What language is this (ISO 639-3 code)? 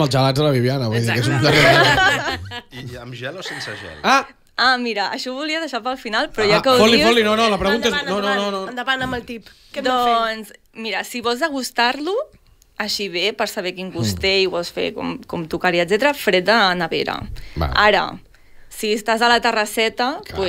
cat